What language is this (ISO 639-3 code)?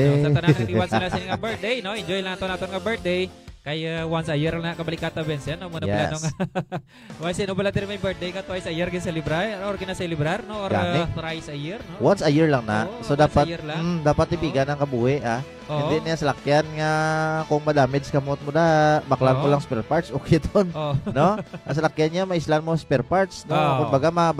hil